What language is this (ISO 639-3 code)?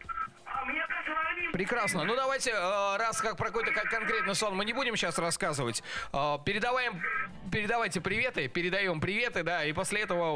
rus